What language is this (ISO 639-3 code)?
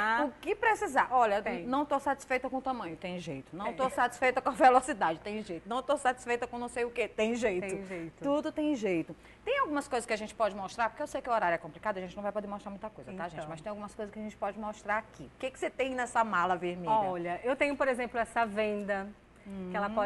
por